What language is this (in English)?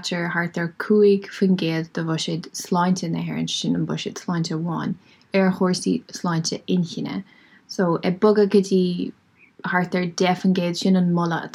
Irish